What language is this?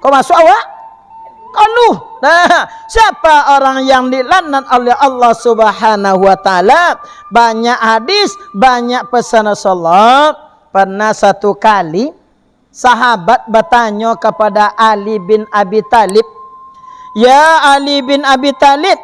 Minangkabau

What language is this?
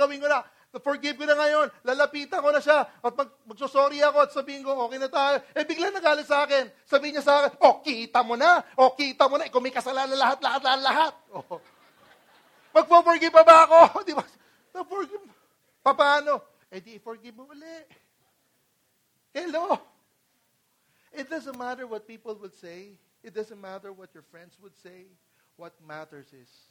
Filipino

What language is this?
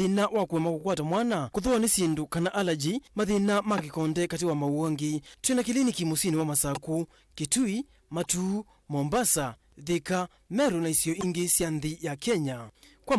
Kamba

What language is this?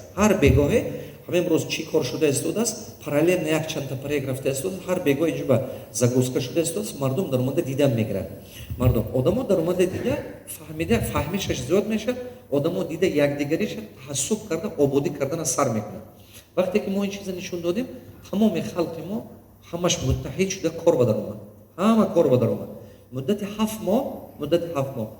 Tajik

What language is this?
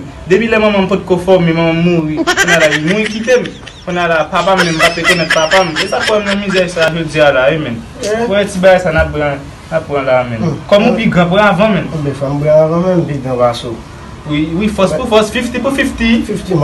Haitian Creole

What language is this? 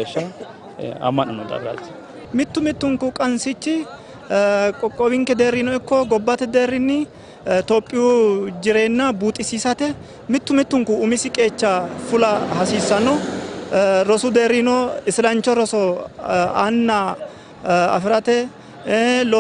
Sidamo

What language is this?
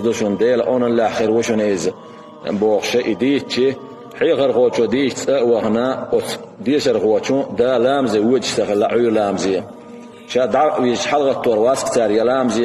Chechen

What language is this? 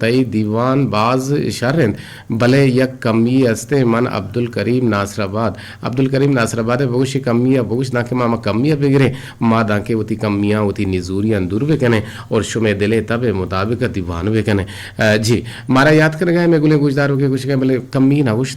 Eastern Balochi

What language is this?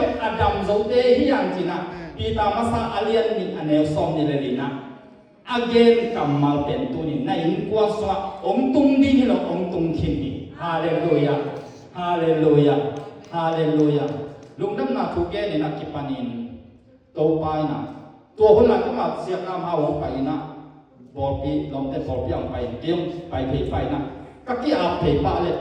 Tedim Chin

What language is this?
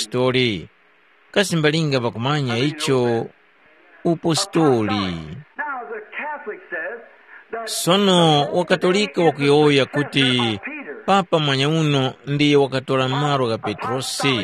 Tumbuka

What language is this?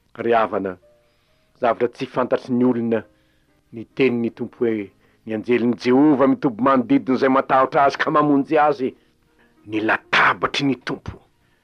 Malagasy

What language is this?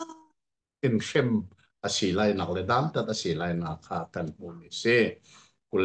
Hakha Chin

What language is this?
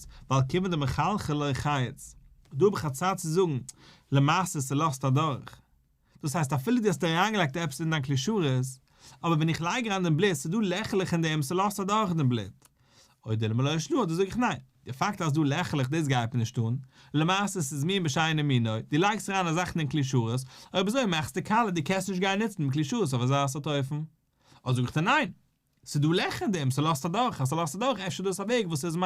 Yiddish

